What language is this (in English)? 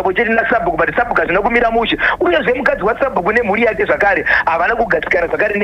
Shona